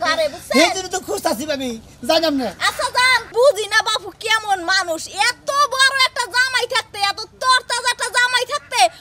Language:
Bangla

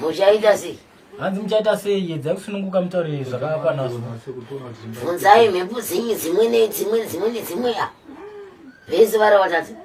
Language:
Shona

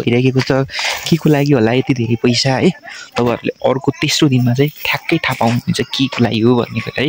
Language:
Nepali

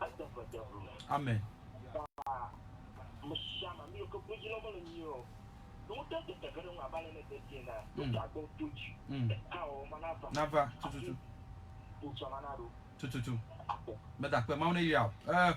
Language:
Ewe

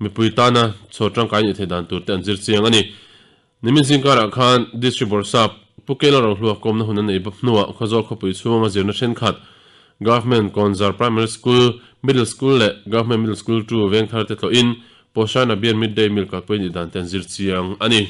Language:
Mizo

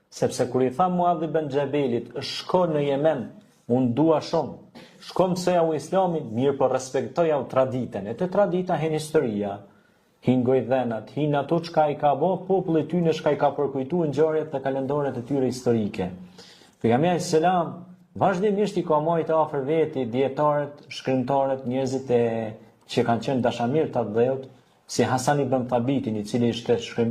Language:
Albanian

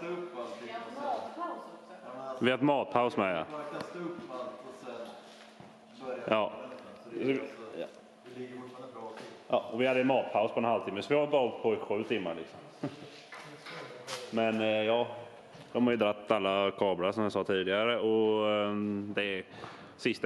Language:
Swedish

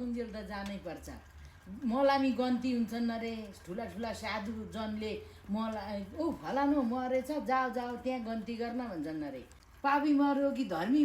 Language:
Nepali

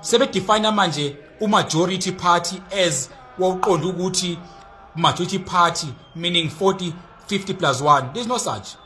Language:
Zulu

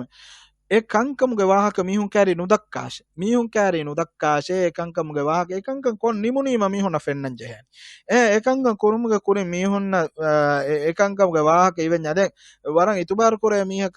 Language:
Divehi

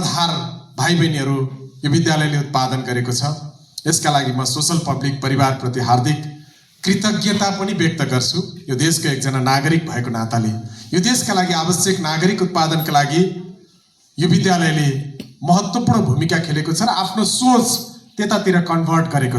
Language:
Nepali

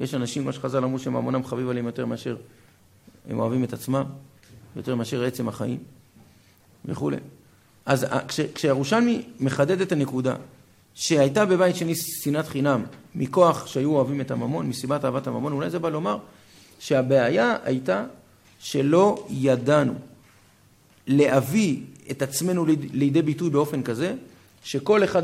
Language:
Hebrew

